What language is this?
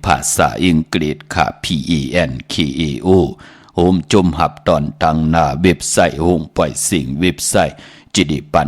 Shan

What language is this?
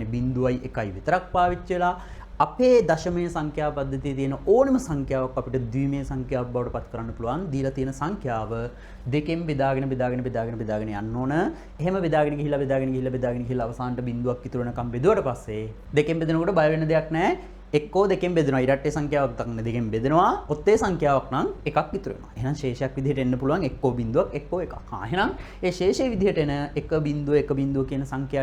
Sinhala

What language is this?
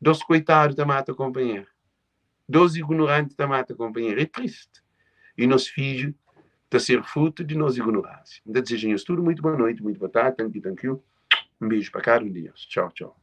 Kabuverdianu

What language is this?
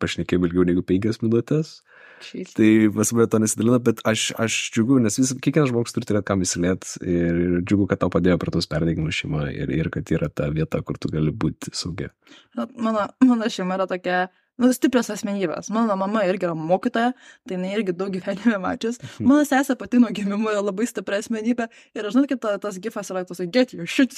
Lithuanian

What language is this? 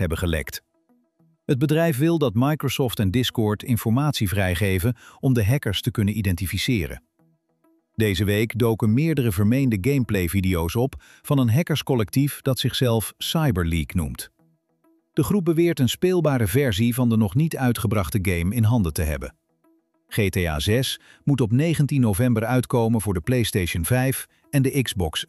Dutch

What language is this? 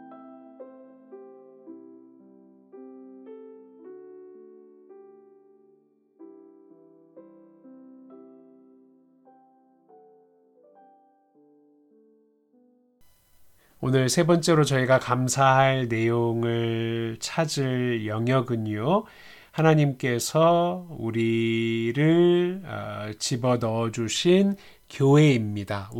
Korean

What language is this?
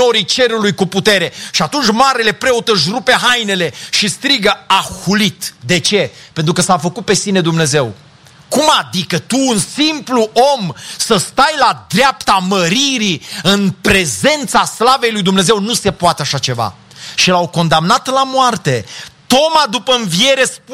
Romanian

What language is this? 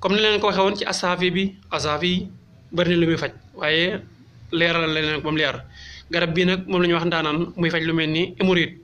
Wolof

